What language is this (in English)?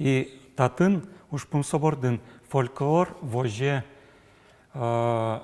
Udmurt